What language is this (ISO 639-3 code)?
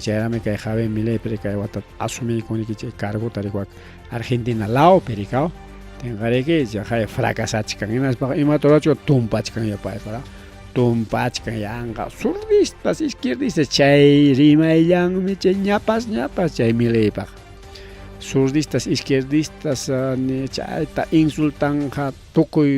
quy